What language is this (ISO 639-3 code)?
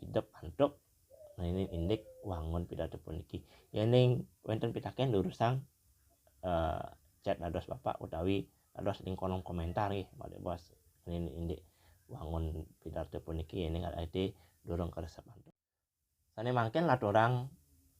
ban